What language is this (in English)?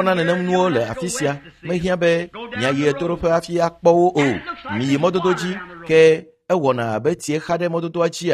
Ewe